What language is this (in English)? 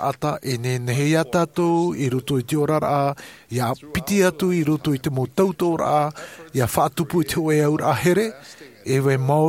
Tahitian